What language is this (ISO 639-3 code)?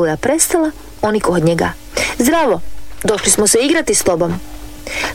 hrv